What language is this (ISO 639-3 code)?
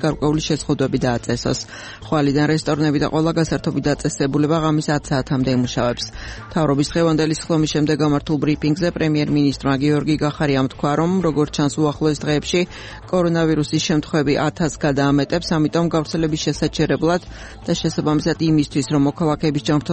kat